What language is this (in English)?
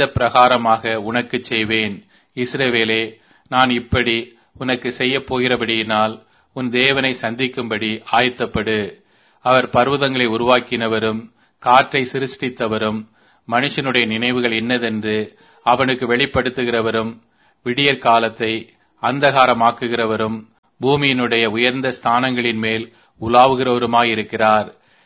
Tamil